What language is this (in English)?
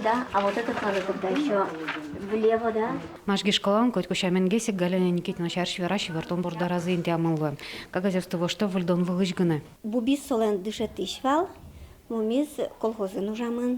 Udmurt